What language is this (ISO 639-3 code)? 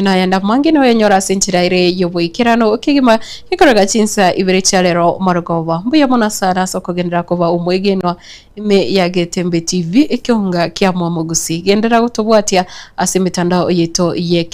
guz